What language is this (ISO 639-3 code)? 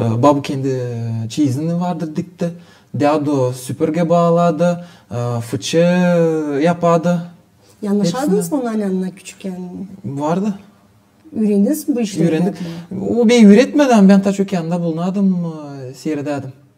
gag